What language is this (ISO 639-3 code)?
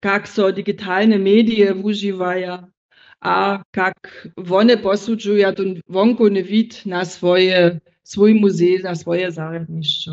hsb